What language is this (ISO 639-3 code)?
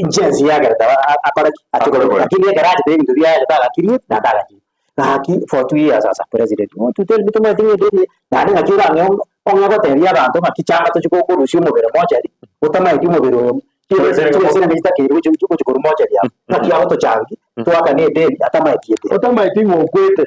guz